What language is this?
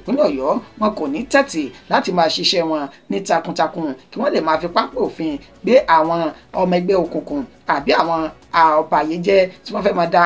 Yoruba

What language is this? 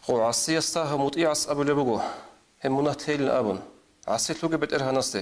Avaric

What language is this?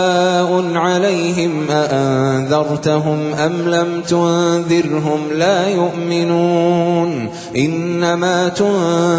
Arabic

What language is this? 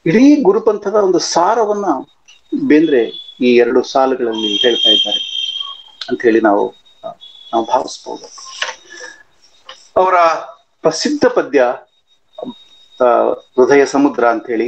Kannada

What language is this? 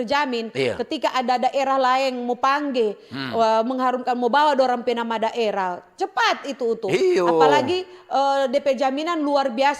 Manado Malay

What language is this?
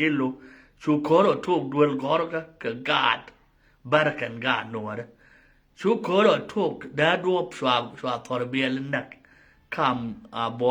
Nuer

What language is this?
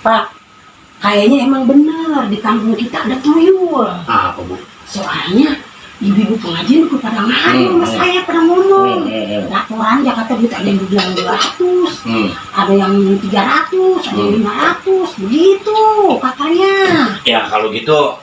Betawi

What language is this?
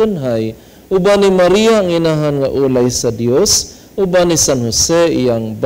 Cebuano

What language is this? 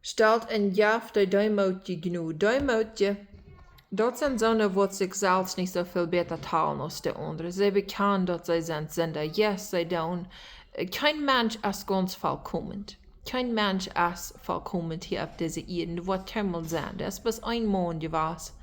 Plautdietsch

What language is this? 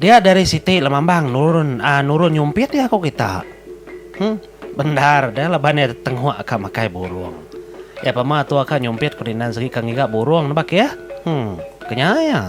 Iban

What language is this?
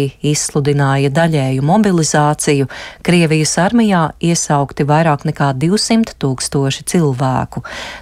Latvian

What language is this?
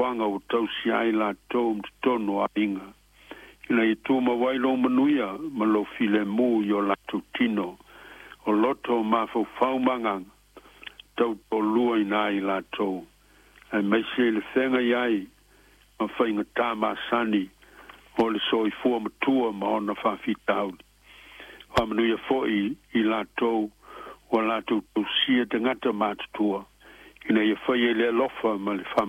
Samoan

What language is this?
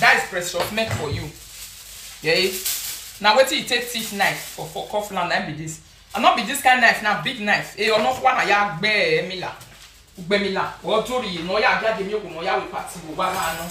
Nigerian Pidgin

